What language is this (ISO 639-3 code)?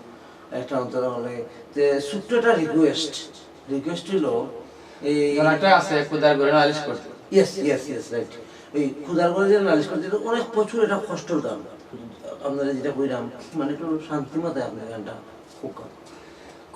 syl